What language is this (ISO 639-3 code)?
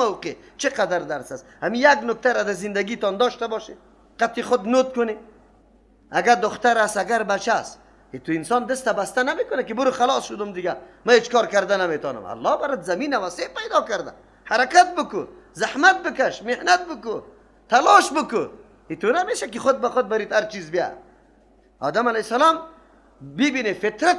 fas